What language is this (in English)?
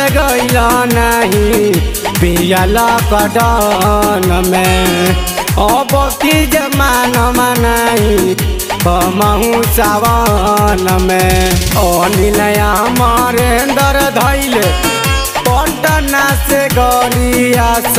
Bhojpuri